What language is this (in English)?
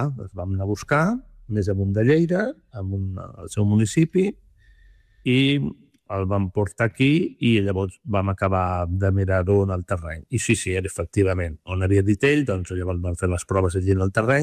Catalan